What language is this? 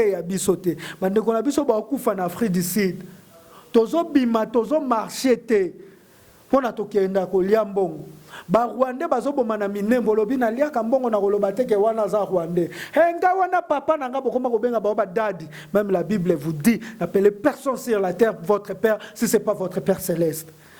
Lingala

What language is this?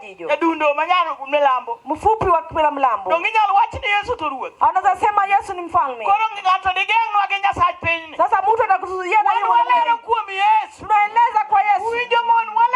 Luo (Kenya and Tanzania)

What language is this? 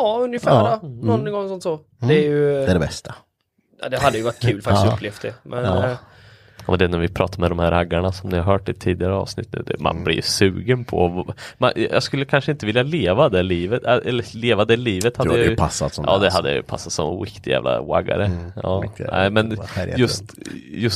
Swedish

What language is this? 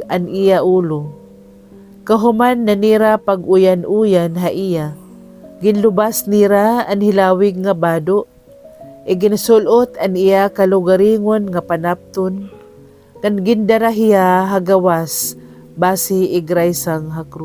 Waray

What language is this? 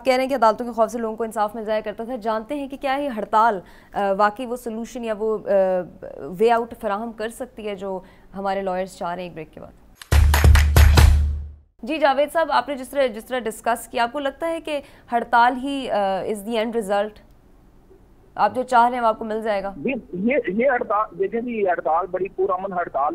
Urdu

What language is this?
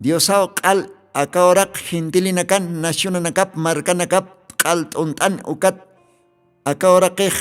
Aymara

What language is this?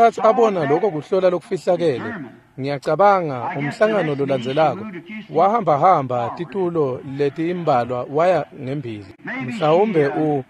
Swati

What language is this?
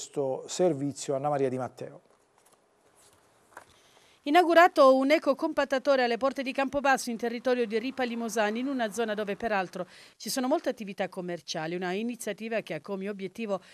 Italian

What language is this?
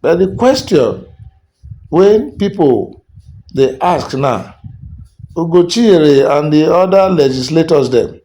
Nigerian Pidgin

